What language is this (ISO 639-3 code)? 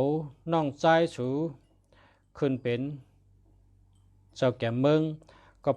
shn